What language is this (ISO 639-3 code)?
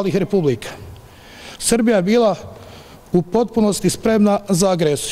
bos